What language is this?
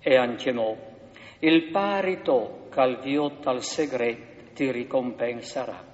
Friulian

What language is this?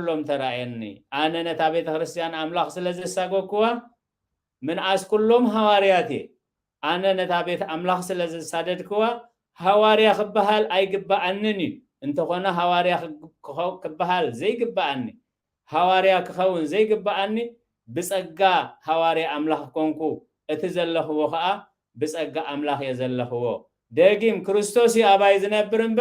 Tigrinya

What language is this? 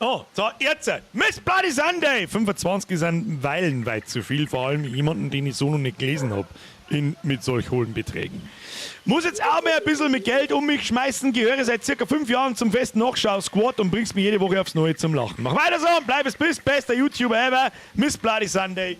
Bavarian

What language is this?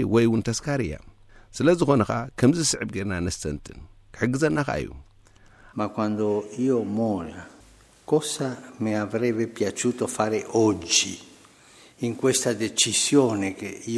Tigrinya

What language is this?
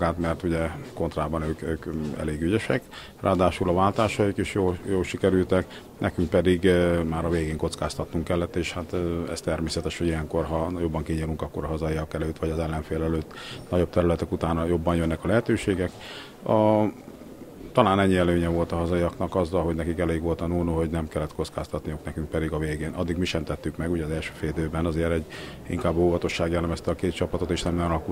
Hungarian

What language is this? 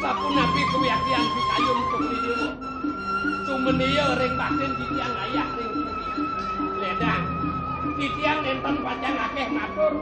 Balinese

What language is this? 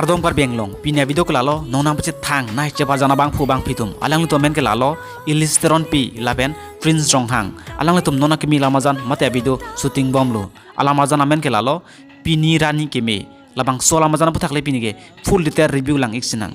Karbi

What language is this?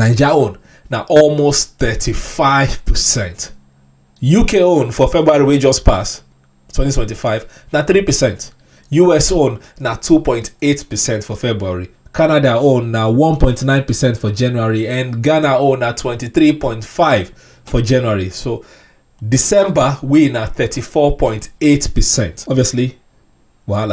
Nigerian Pidgin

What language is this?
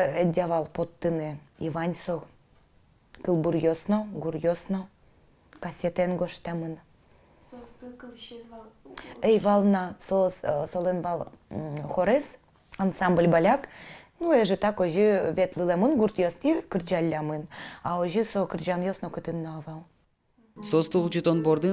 Udmurt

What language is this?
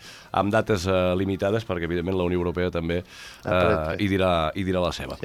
Catalan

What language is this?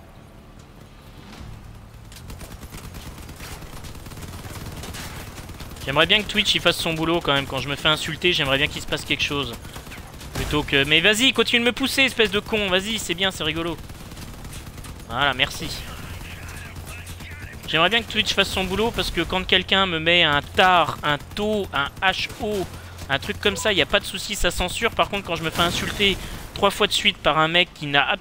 French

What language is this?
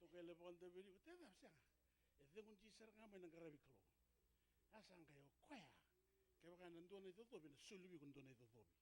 Fijian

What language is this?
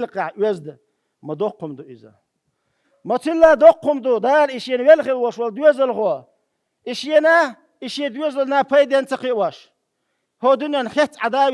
Chechen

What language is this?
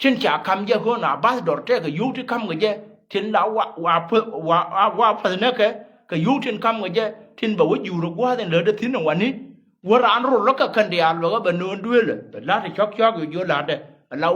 Nuer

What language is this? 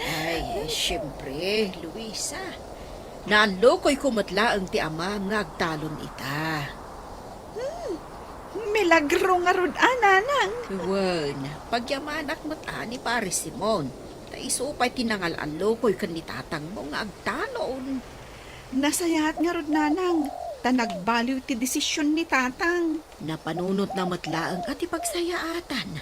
Iloko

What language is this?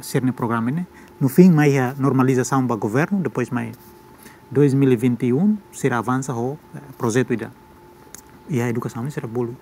Tetum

